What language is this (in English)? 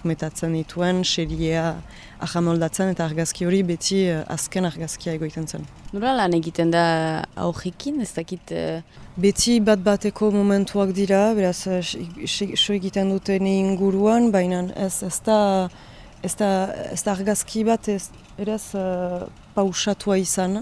Basque